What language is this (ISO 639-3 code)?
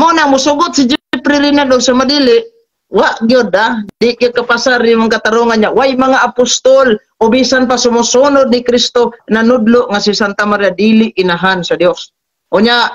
ceb